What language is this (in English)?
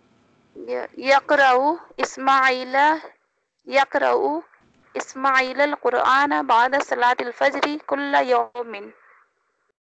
Urdu